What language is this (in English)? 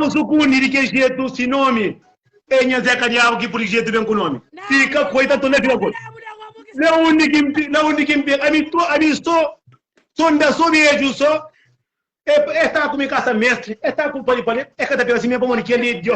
Kabuverdianu